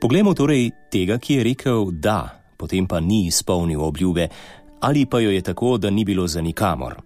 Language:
Slovenian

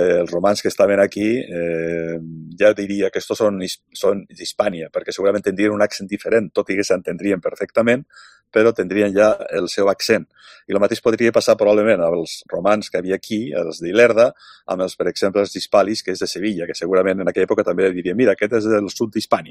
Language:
Catalan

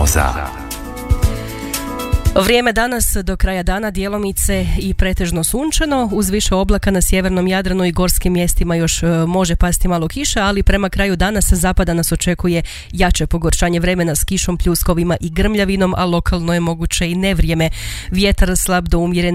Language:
Croatian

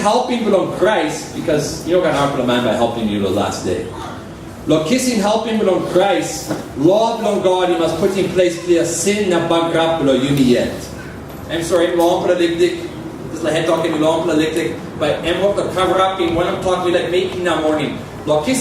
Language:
Tok Pisin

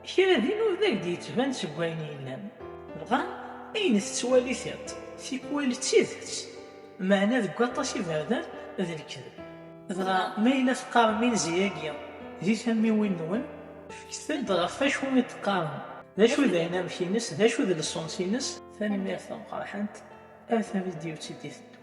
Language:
Kabyle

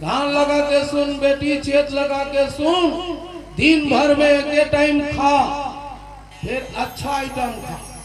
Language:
Chhattisgarhi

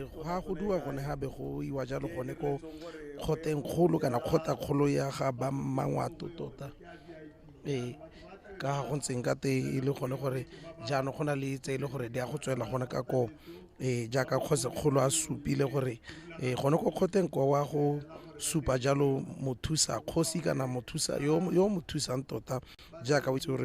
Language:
Tswana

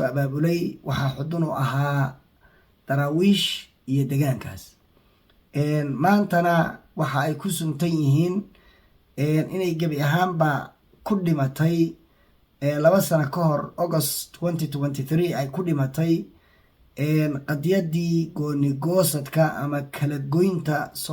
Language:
Somali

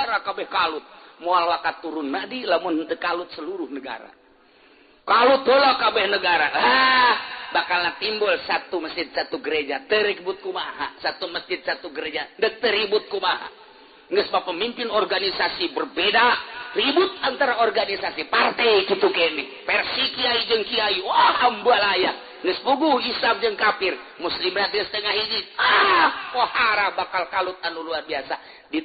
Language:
Sundanese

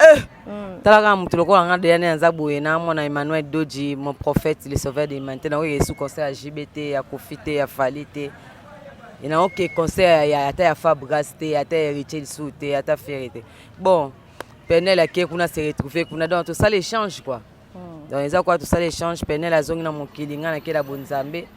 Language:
Lingala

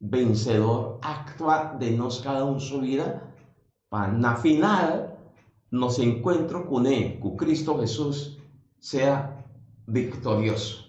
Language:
Papiamento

